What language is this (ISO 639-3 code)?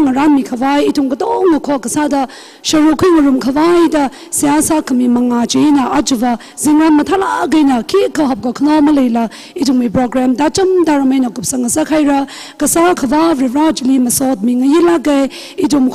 nmf